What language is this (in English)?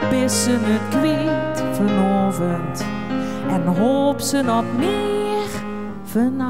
Limburgish